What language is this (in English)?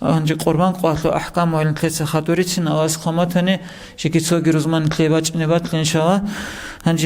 Avaric